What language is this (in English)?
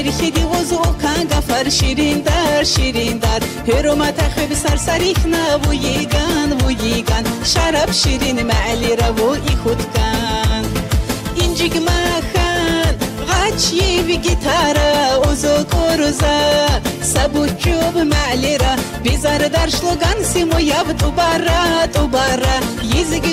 Tabassaran